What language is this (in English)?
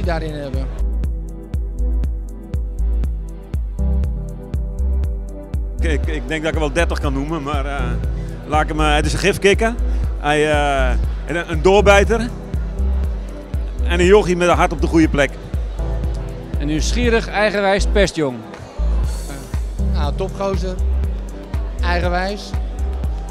Dutch